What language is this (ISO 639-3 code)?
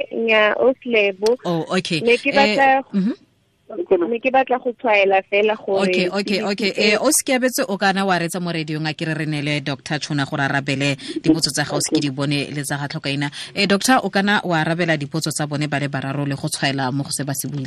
tsn